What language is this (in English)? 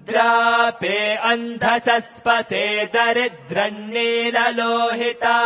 Sanskrit